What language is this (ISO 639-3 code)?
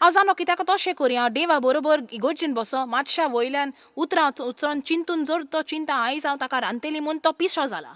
kok